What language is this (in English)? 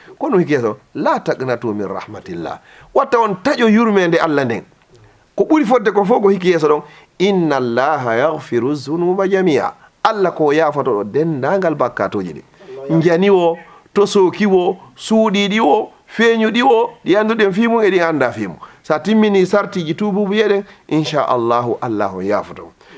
Fula